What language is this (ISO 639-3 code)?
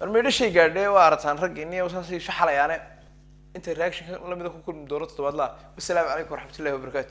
som